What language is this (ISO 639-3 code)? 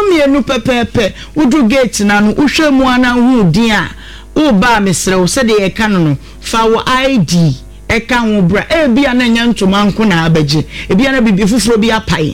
aka